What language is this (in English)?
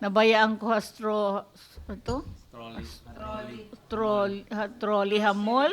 Waray